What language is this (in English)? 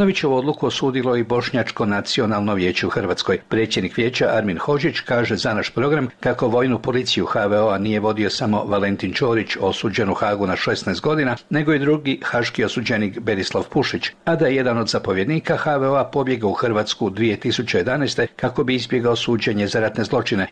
Croatian